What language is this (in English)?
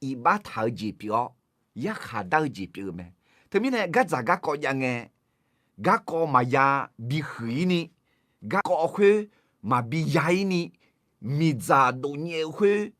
Akha